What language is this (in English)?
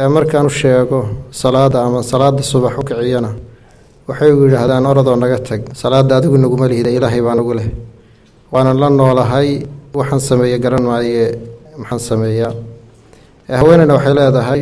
Somali